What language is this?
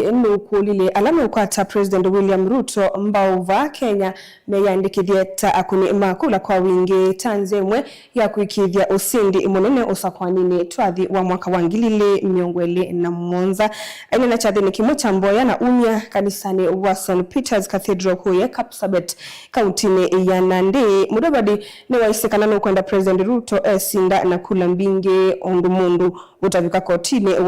Kamba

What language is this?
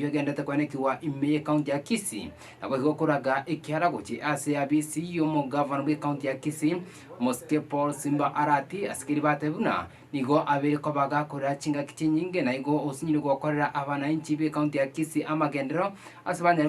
Gusii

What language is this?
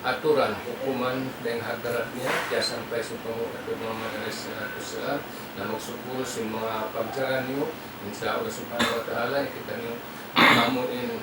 Tausug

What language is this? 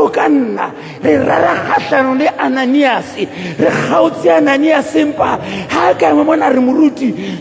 Southern Sotho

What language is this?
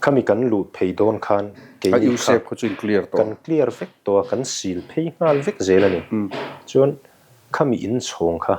Mizo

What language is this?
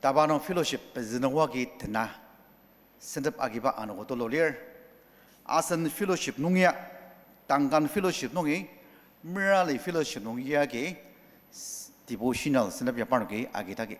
Ao Naga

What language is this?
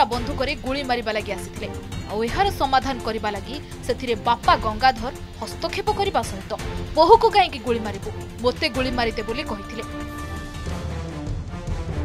Odia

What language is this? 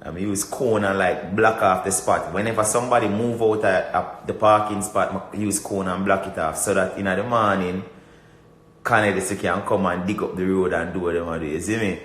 Jamaican Creole English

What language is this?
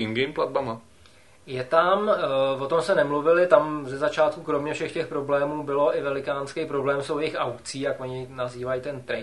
Czech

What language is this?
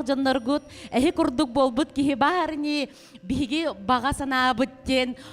Yakut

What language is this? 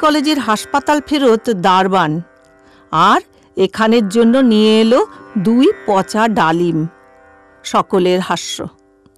Bangla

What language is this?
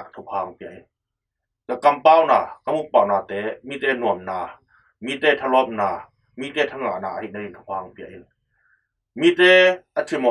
Tedim Chin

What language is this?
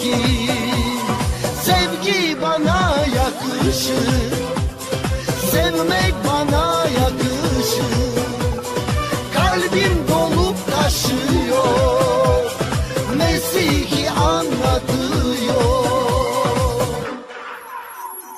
Turkish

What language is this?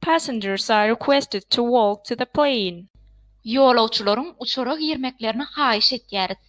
Turkmen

